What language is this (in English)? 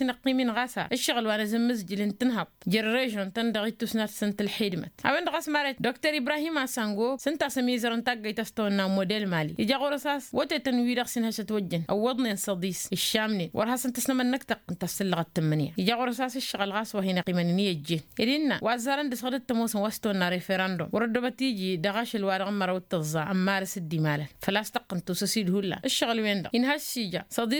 Tamasheq